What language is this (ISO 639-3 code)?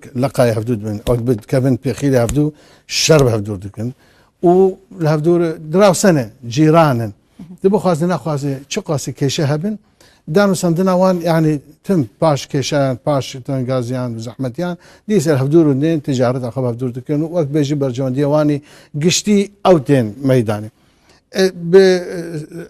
kur